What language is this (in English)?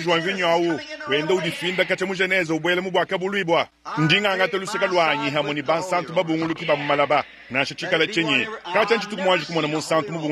Luba-Lulua